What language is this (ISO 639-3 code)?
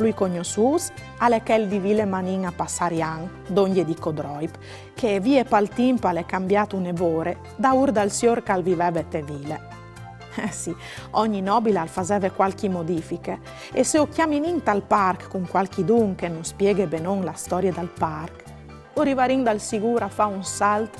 fur